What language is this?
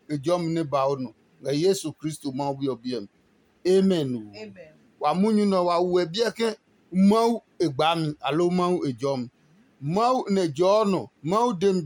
Adangme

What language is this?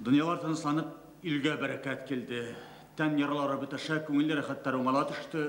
Bashkir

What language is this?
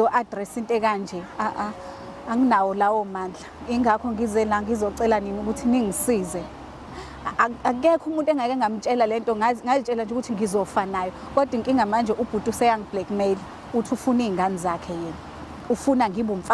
Zulu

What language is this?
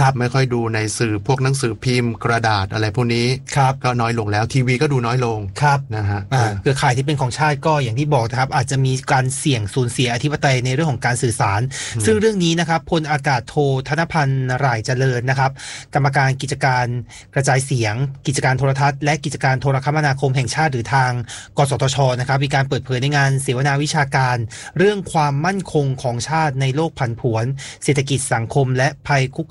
Thai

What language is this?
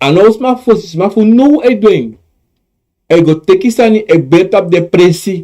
Sranan Tongo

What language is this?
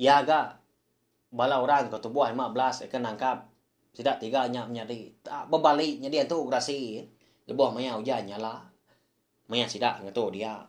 Iban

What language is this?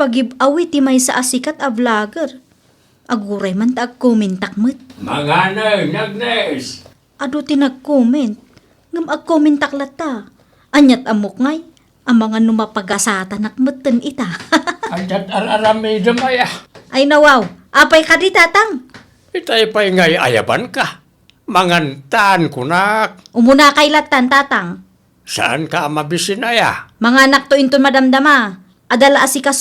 Iloko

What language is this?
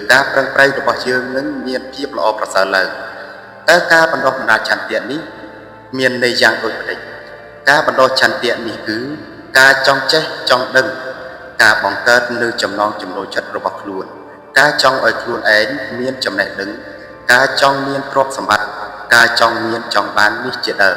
Khmer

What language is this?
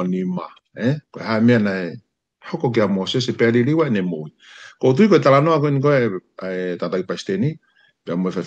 Tongan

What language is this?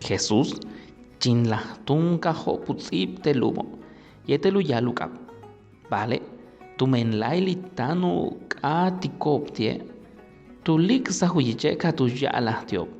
Yucateco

